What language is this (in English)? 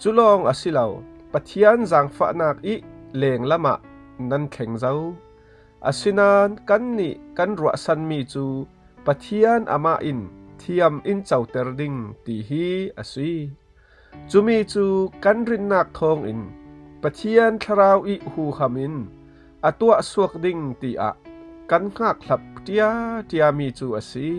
Falam Chin